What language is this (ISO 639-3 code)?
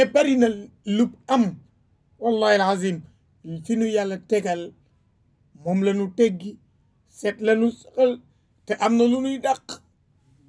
wol